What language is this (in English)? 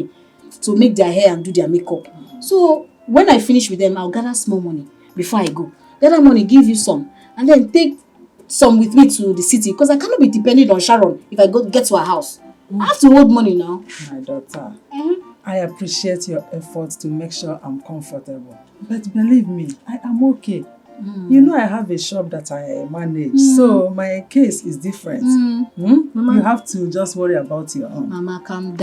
Nigerian Pidgin